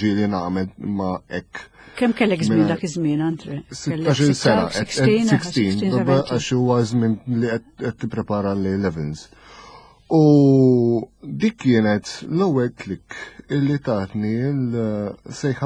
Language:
Maltese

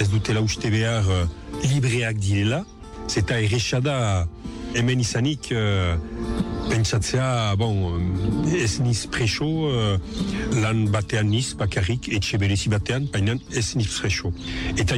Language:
Basque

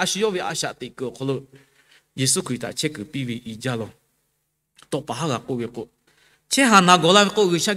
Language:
Lahu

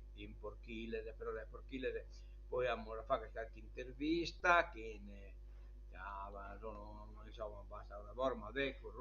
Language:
Sardinian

